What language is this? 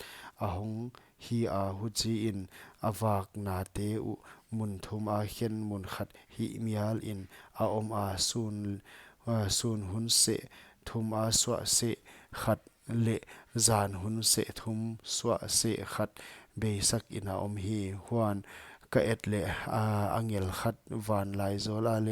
Paite Chin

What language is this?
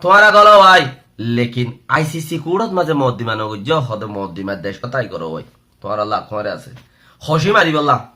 Rohingya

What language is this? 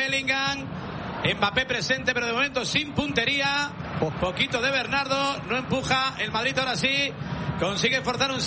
Spanish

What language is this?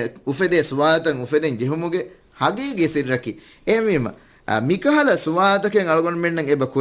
Divehi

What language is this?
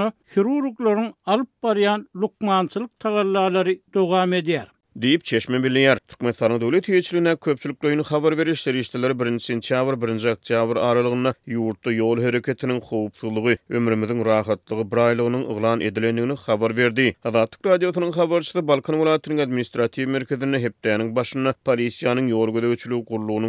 Turkmen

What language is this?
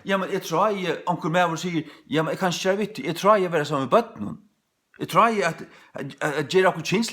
Faroese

